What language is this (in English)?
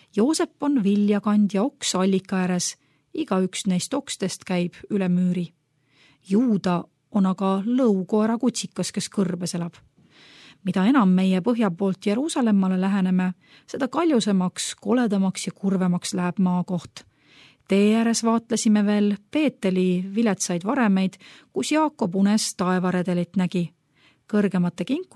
Estonian